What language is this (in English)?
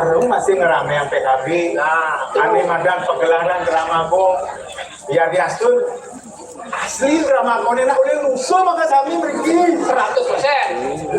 Balinese